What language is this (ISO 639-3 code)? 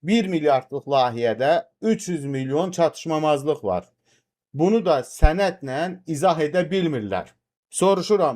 aze